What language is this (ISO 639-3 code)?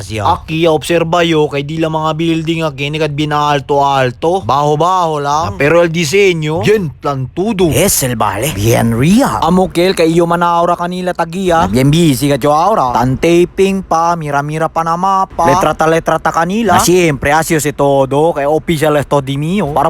cbk